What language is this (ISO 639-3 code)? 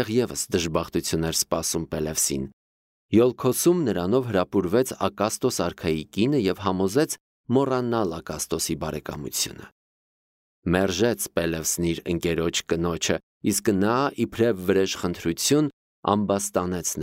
hye